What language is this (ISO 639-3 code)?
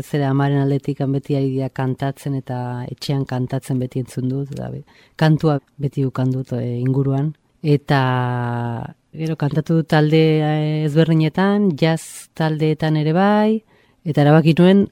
eus